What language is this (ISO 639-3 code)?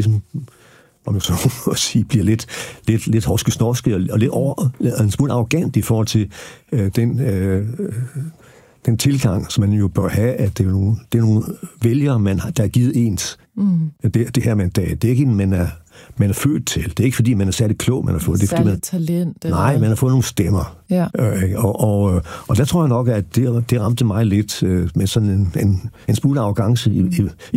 dan